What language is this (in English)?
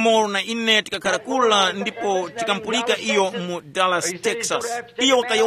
Tumbuka